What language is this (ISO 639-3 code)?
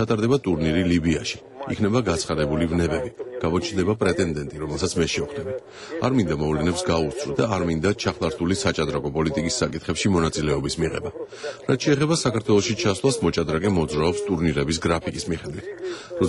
kat